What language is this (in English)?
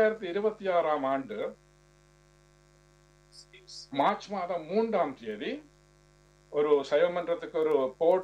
Tamil